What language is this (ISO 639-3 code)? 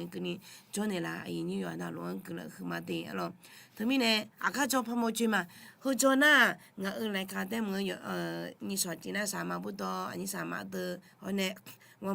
ahk